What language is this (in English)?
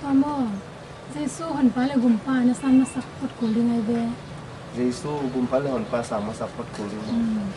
Tedim Chin